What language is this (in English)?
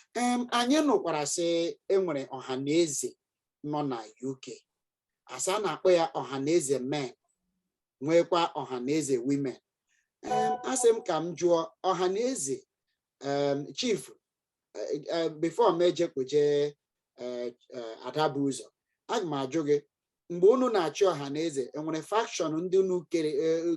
Igbo